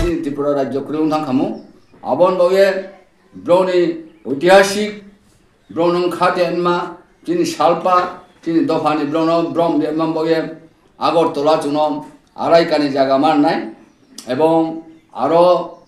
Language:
Riang (India)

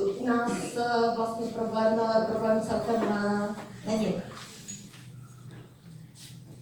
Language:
Czech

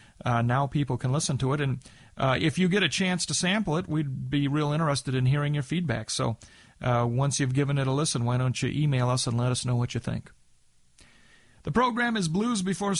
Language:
English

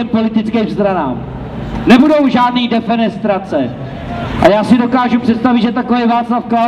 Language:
Czech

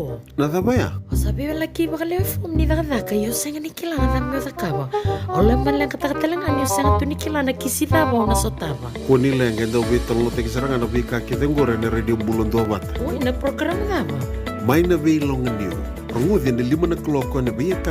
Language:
Fijian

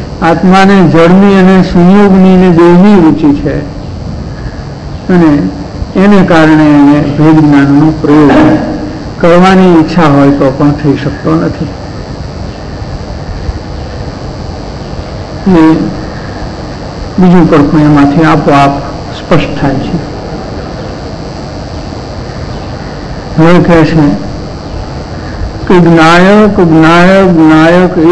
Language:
Gujarati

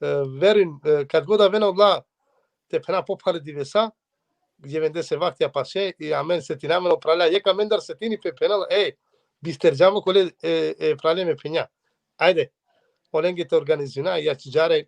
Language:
Balkan Romani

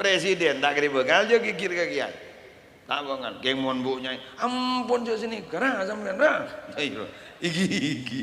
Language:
Madurese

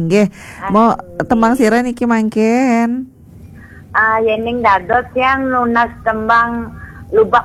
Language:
Balinese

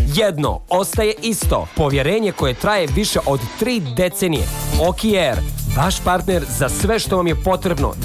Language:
Serbian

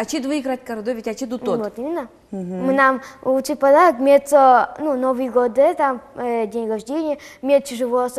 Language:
Udmurt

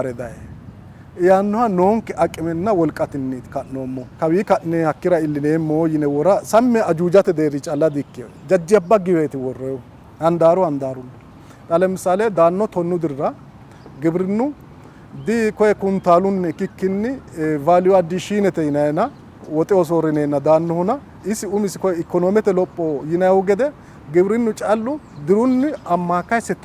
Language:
Sidamo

